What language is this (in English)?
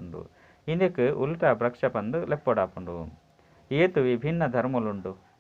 Tulu